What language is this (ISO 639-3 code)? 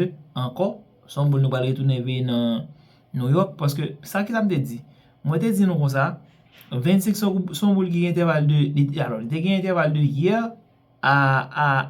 hat